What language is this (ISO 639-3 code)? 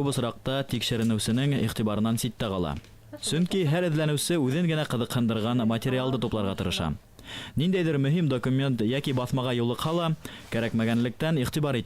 bak